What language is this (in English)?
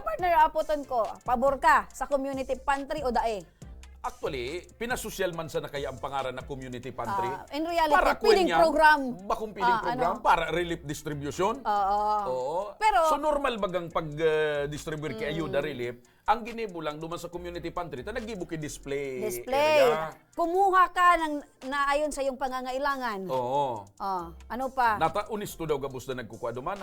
Bikol